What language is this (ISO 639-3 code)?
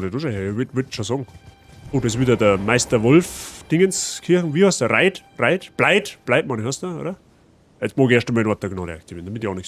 bar